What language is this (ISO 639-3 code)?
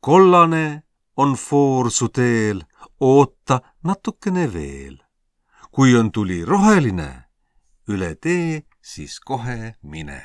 est